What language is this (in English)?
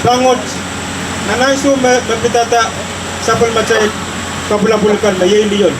Pohnpeian